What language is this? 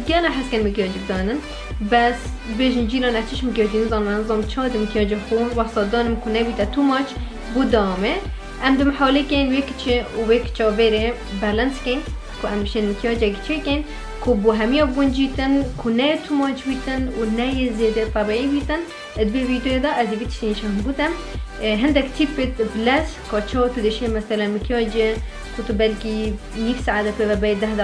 Kurdish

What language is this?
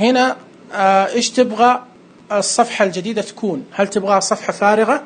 Najdi Arabic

